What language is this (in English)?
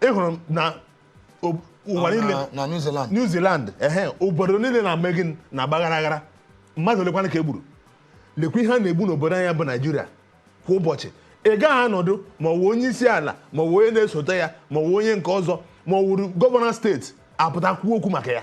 Igbo